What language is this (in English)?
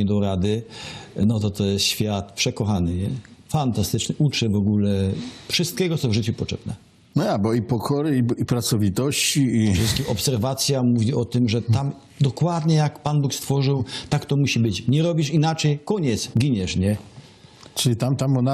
Silesian